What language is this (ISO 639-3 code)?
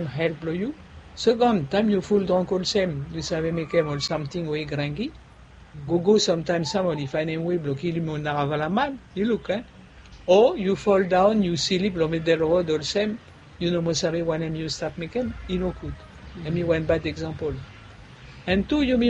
bis